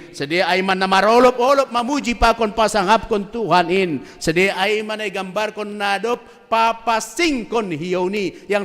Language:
Batak Simalungun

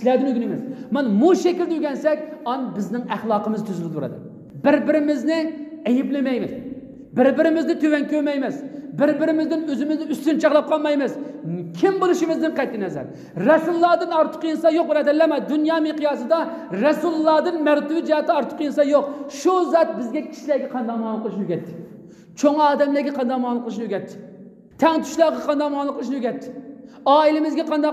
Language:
Uyghur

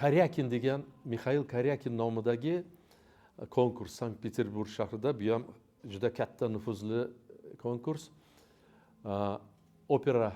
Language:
Uzbek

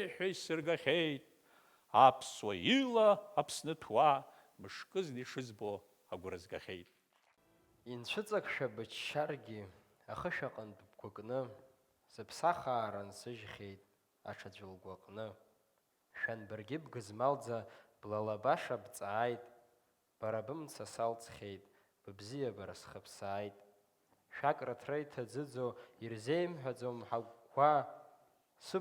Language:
Abkhazian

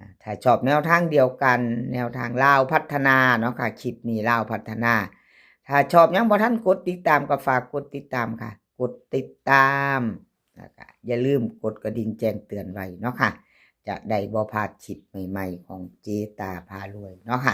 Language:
Northeastern Thai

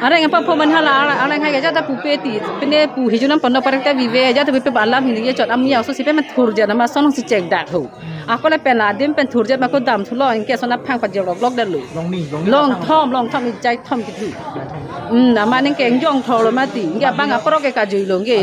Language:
Karbi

